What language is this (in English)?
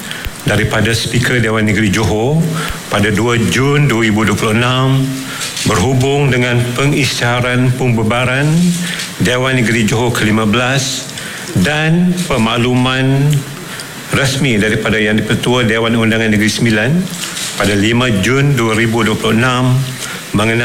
Malay